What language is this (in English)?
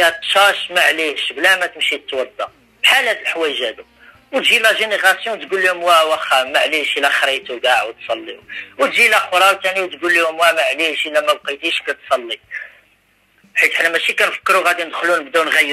Moroccan Arabic